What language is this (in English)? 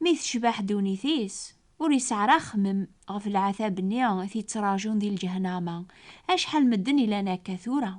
Kabyle